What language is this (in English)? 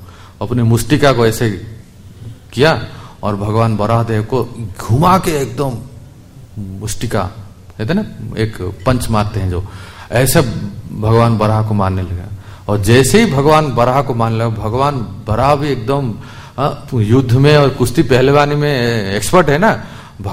Hindi